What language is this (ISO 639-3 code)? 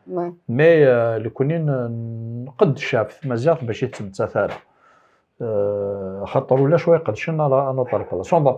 kab